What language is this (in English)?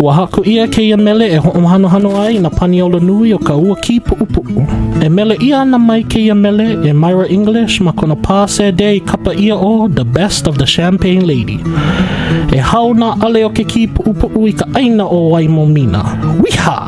Hawaiian